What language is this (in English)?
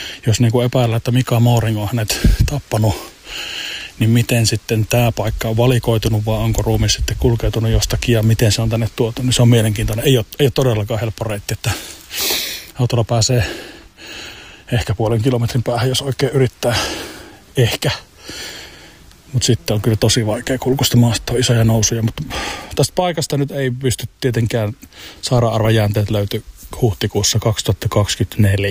Finnish